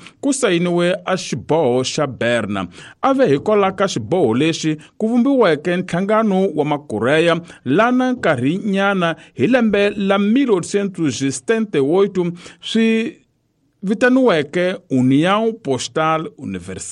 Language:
Tsonga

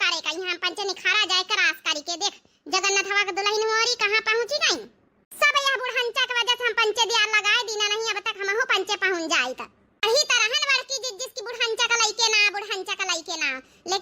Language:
Awadhi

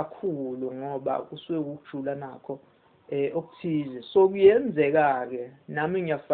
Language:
Zulu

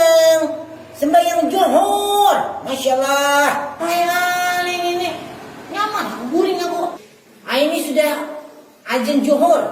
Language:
Banjar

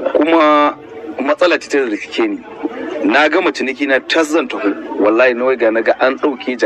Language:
Hausa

